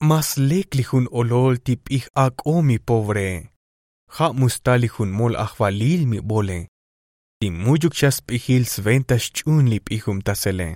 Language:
Tzotzil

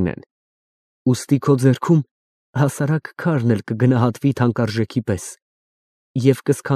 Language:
Armenian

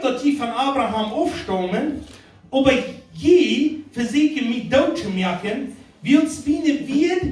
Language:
Plautdietsch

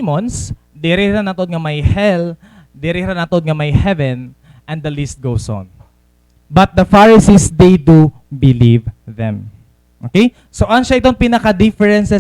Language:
Waray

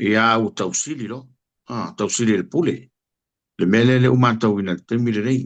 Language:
Samoan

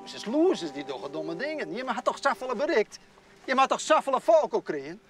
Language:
Western Frisian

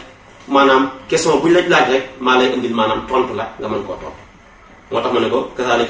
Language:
Wolof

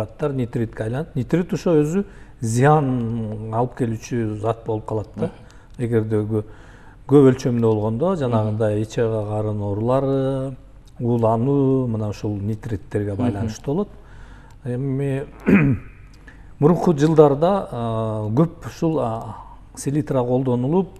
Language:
Kyrgyz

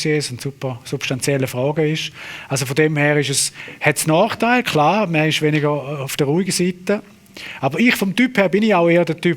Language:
Swiss German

